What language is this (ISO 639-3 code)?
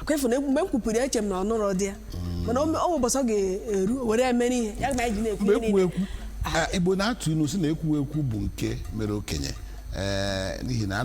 ibo